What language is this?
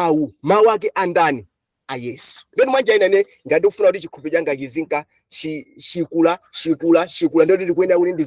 Nyanja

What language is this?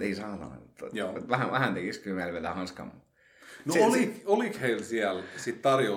Finnish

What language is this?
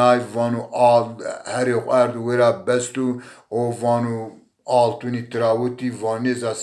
Zaza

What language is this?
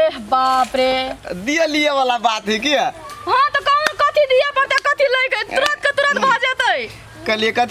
Maithili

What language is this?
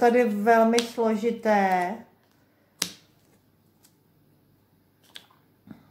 Czech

